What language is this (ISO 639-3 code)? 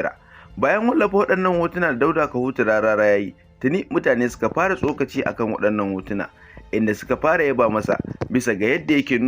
hau